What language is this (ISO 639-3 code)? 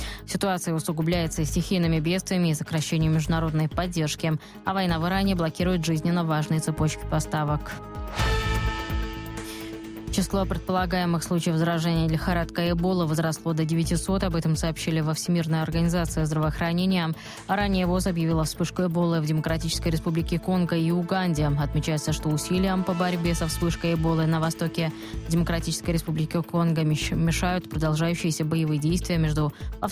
rus